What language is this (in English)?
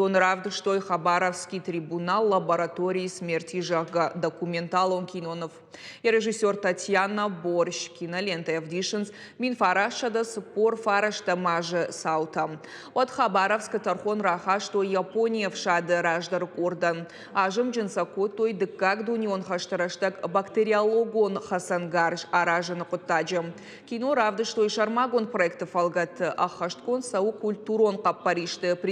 Ossetic